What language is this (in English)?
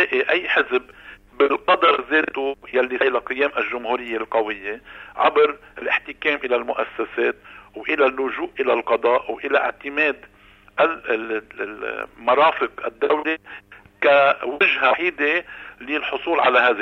North Levantine Arabic